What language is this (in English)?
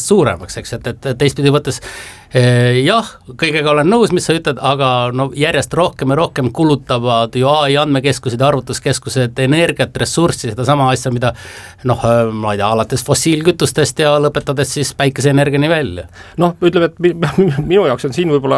Estonian